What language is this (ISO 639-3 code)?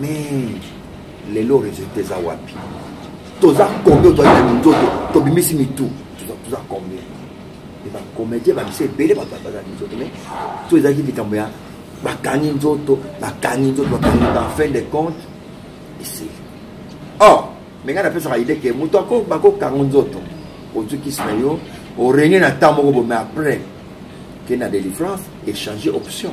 lin